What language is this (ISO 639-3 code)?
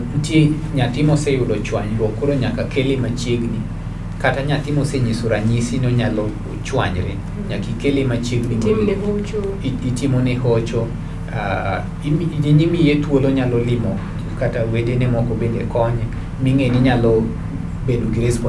luo